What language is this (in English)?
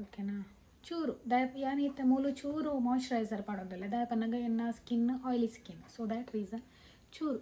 Tulu